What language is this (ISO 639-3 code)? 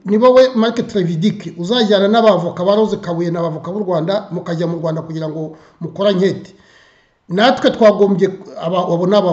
kin